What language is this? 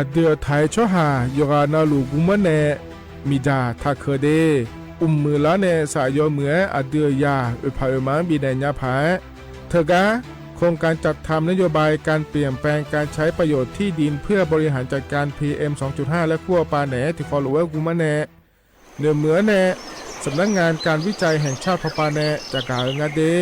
Akha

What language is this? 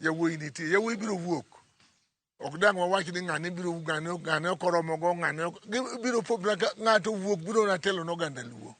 Luo (Kenya and Tanzania)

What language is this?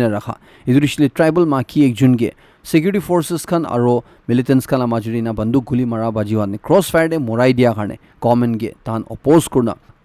Naga Pidgin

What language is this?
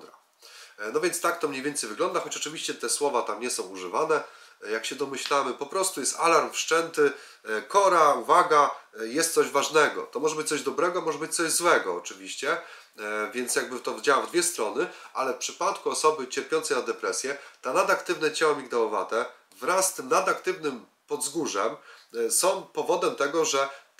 Polish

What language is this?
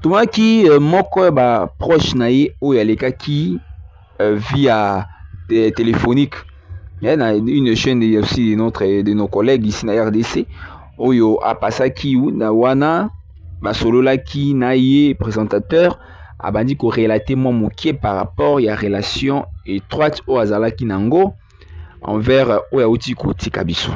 Lingala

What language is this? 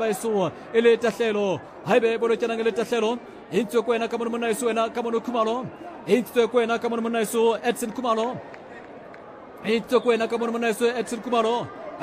Southern Sotho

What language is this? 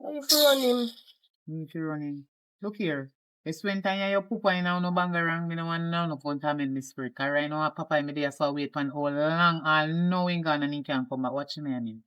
Jamaican Creole English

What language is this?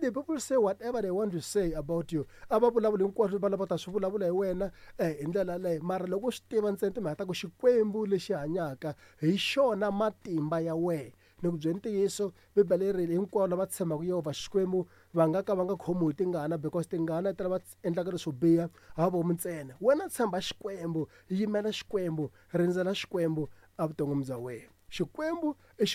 Tsonga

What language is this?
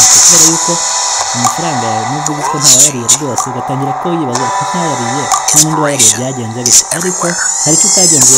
Kinyarwanda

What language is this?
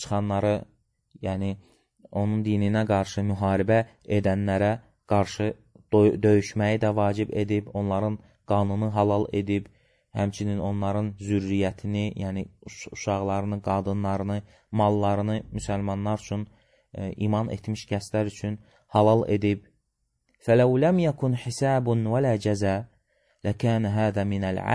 Azerbaijani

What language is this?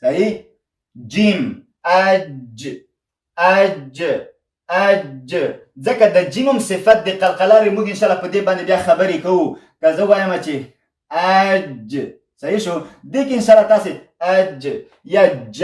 Pashto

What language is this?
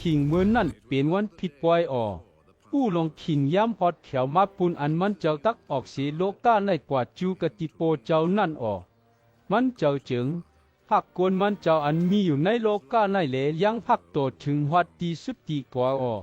Shan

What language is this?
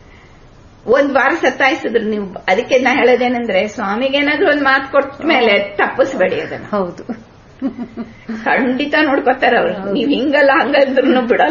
Kannada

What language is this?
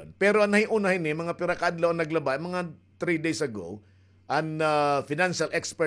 Waray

